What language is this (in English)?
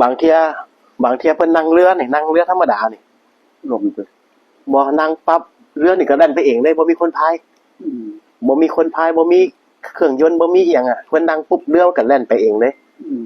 Northeastern Thai